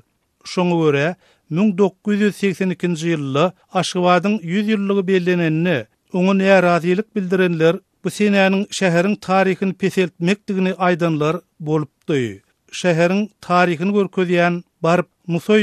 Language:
Turkmen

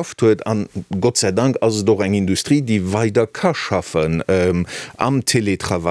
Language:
Luxembourgish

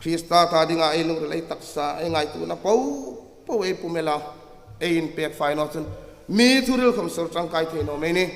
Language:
Hmar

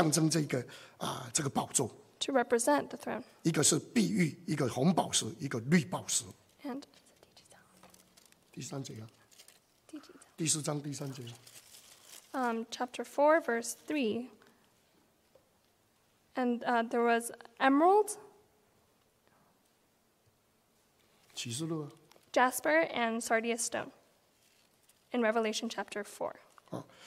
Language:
Chinese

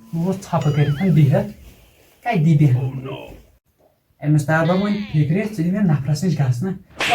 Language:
Kashmiri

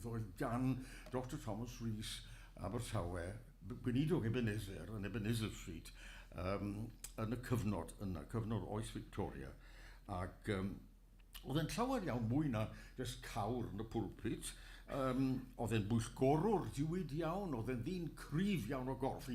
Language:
Welsh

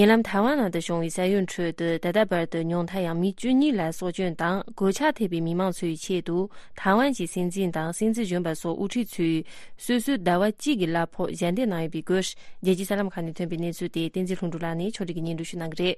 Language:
Tibetan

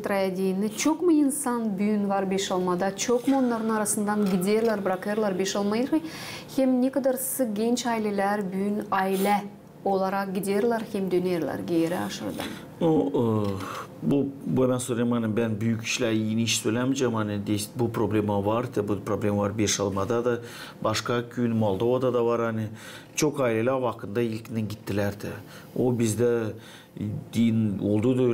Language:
Gagauz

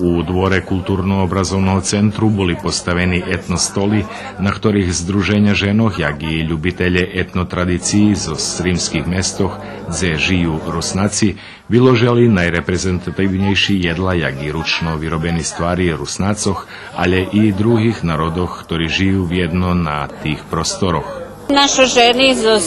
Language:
Rusyn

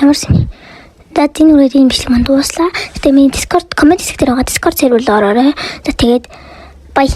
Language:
Mongolian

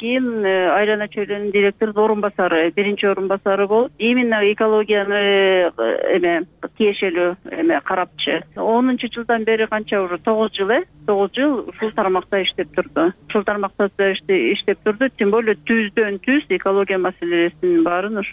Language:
Kyrgyz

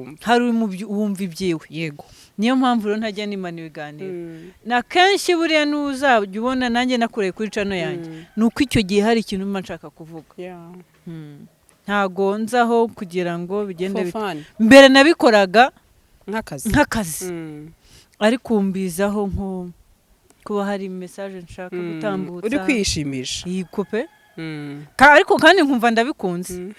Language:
Kinyarwanda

